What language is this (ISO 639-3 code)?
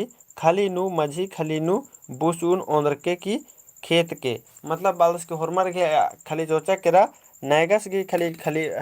kru